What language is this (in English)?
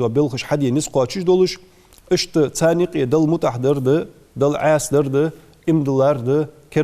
Ingush